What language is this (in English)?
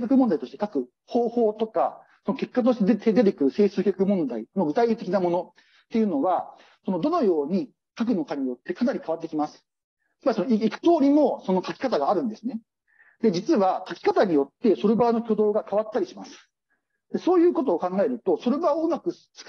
Japanese